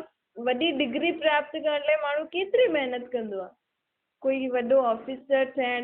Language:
Sindhi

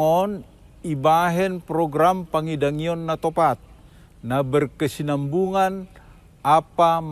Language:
Batak Simalungun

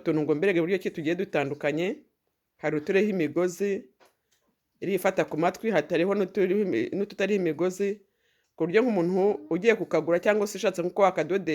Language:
Kinyarwanda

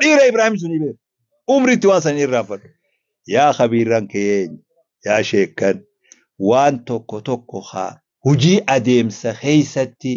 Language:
Oromo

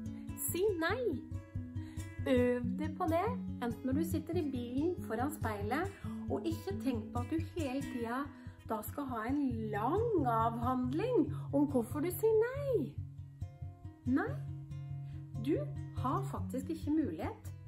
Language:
Norwegian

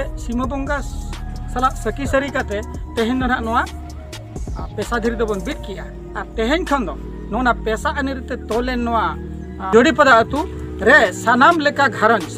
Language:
Santali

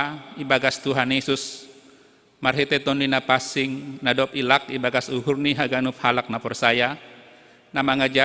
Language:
Batak Simalungun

